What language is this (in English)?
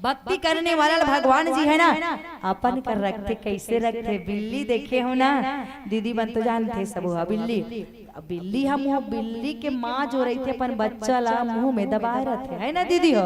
Chhattisgarhi